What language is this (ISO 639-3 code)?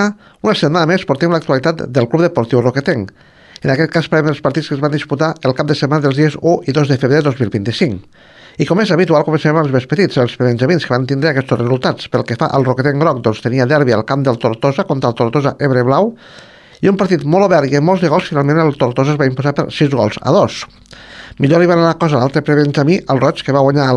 cat